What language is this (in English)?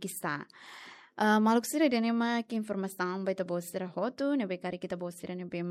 Tetum